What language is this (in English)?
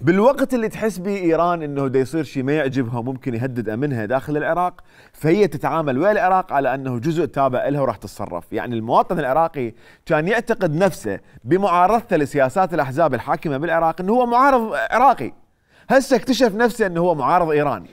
Mesopotamian Arabic